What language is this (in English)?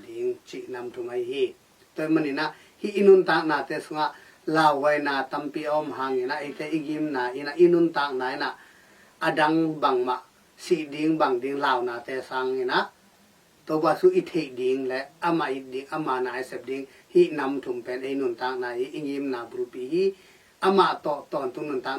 Tedim Chin